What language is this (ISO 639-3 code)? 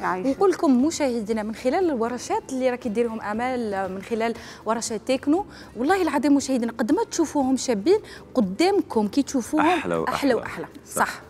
arq